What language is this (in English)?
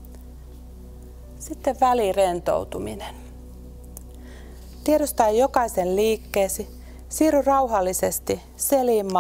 Finnish